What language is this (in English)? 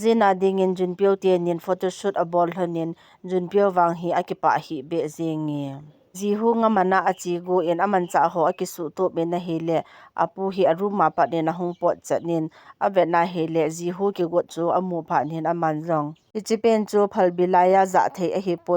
Thado Chin